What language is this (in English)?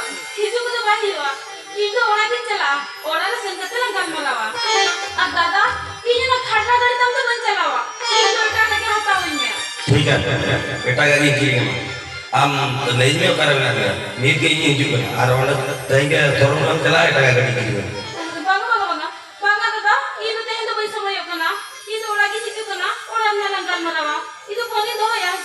Santali